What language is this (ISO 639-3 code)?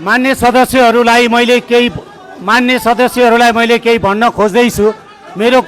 nep